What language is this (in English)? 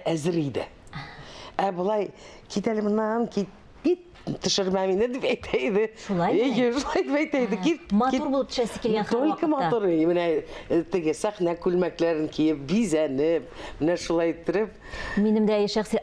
Tatar